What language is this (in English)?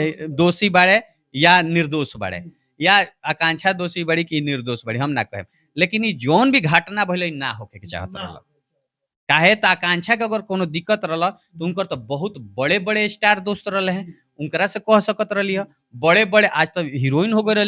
Bhojpuri